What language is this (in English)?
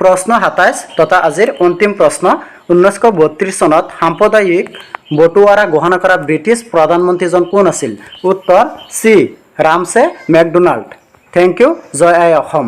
Assamese